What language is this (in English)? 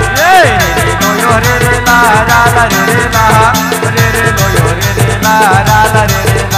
Chhattisgarhi